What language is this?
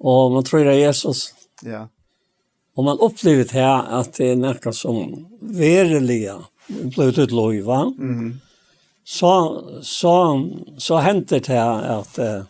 Faroese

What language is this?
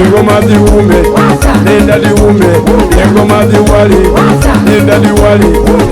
Soga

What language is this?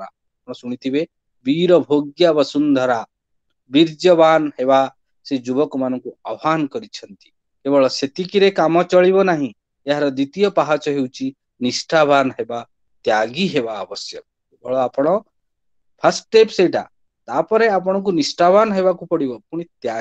Odia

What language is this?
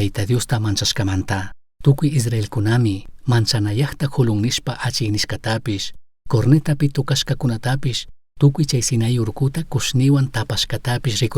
Chimborazo Highland Quichua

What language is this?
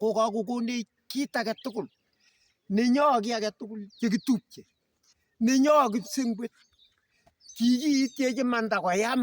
Kalenjin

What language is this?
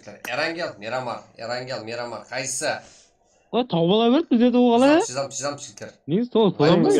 Kara-Kalpak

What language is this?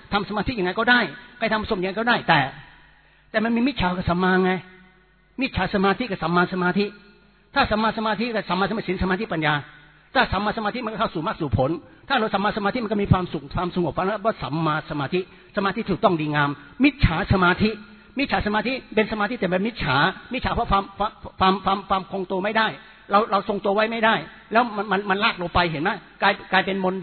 Thai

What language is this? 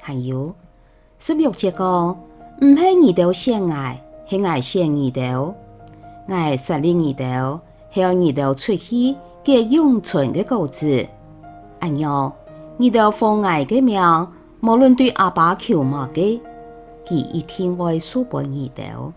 Hakka Chinese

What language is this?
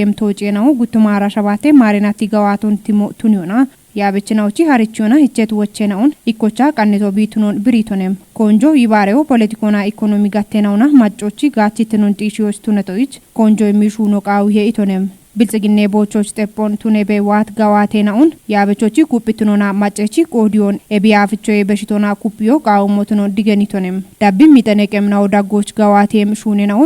Kafa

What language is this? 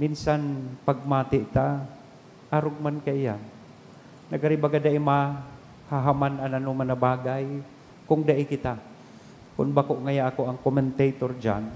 Bikol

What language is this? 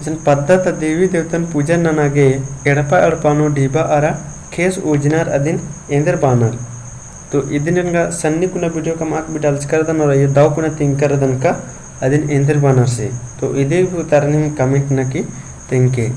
Kurukh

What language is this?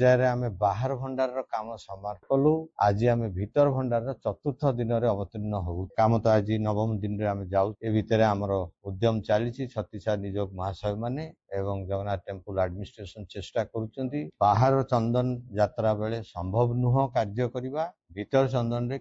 Odia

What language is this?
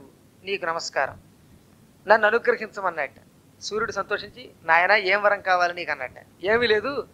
Telugu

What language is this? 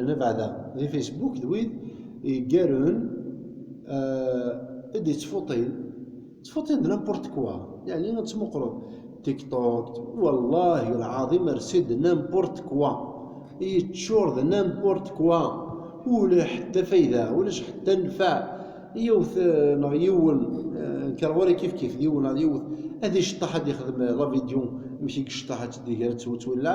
Kabyle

